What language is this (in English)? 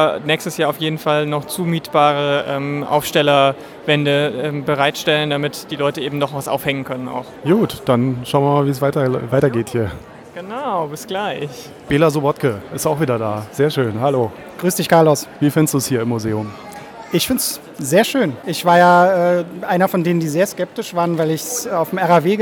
German